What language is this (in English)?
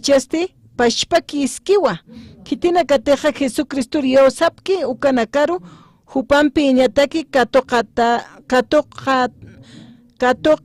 Aymara